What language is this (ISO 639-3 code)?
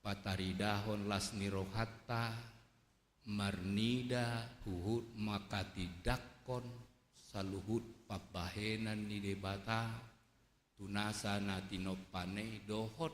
bbc